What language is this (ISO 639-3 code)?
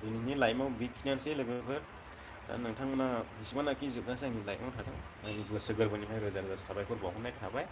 brx